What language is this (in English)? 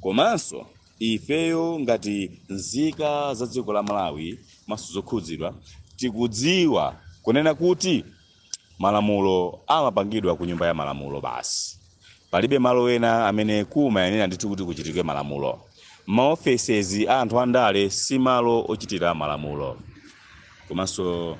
Nyanja